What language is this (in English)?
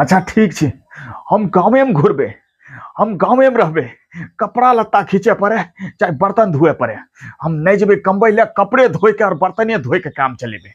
Angika